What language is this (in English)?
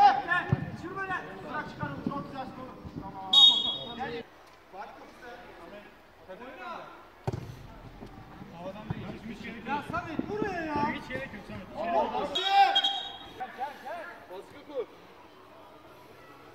Turkish